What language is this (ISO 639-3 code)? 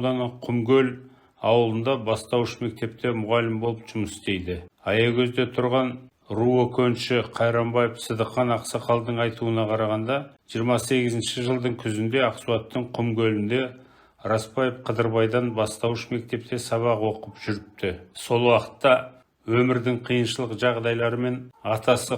kaz